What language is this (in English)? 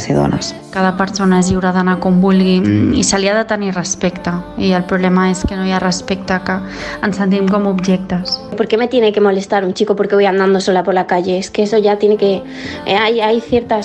Catalan